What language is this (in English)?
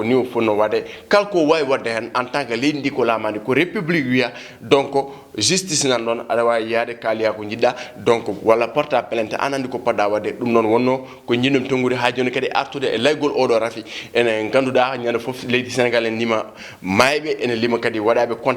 Fula